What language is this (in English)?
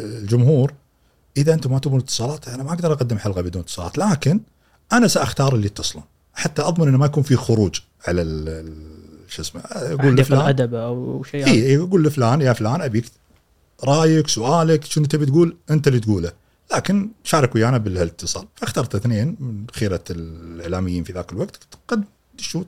Gulf Arabic